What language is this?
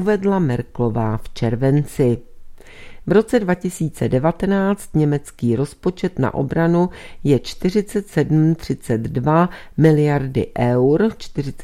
Czech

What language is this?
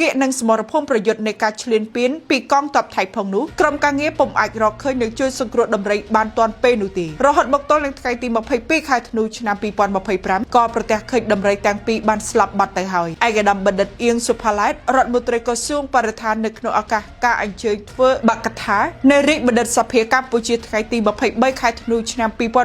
Khmer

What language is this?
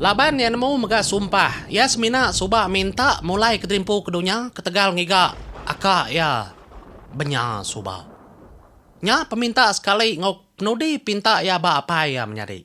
Iban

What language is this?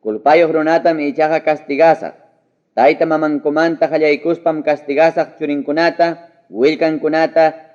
Ayacucho Quechua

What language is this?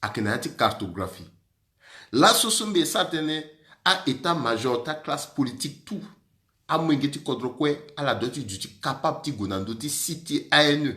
Sango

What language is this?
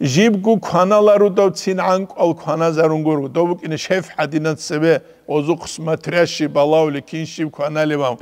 Avaric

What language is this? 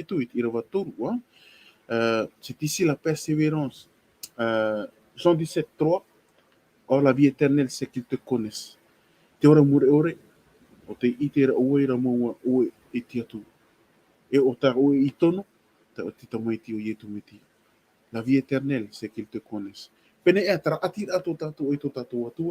Tahitian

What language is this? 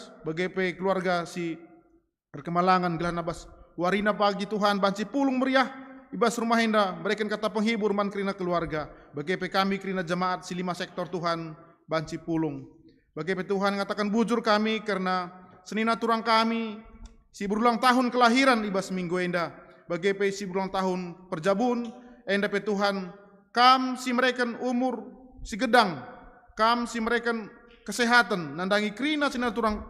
Batak Karo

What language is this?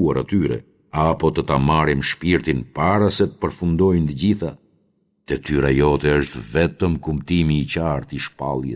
Albanian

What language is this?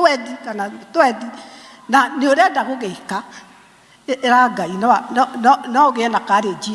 Kikuyu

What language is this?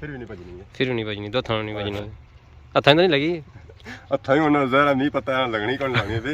Pahari-Potwari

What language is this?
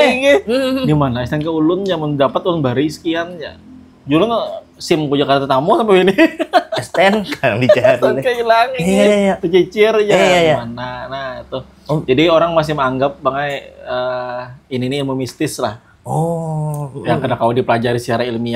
Banjar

